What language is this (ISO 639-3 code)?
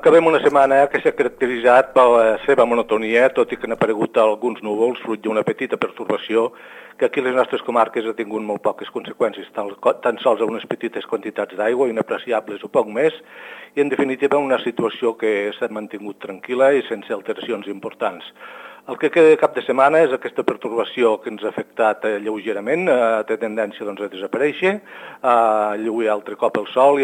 cat